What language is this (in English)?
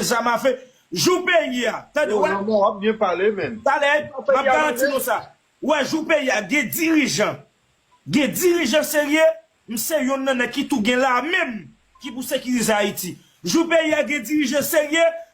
Haitian Creole